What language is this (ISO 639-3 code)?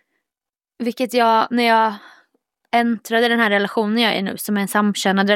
swe